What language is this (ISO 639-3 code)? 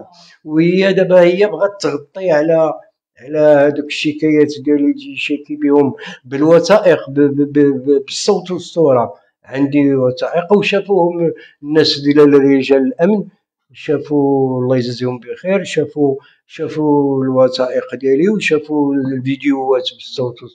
ary